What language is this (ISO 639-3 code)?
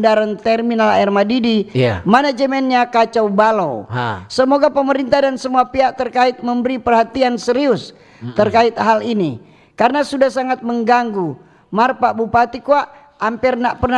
xmm